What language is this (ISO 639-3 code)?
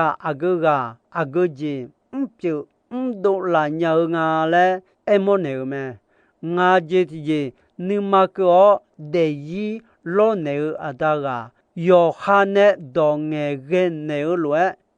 ahk